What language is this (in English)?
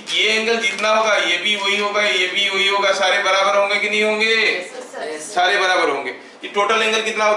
Hindi